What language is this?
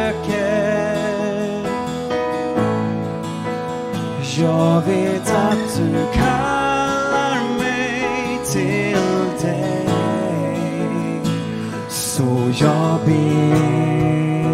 Swedish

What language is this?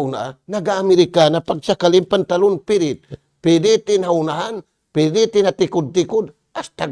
Tausug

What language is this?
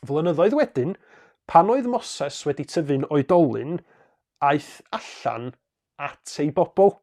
Welsh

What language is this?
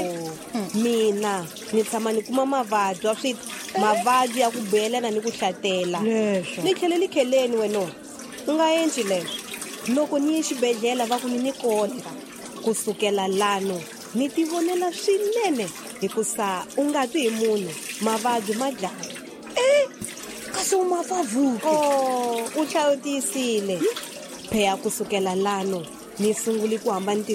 Tsonga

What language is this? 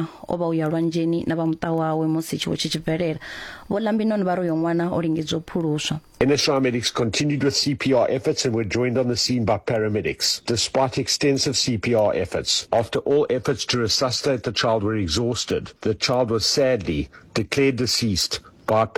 Venda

